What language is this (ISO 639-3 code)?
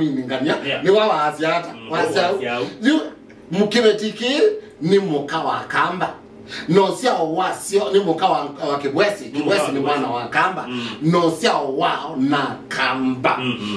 kam